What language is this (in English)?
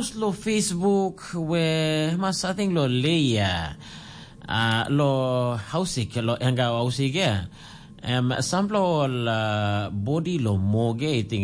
Tok Pisin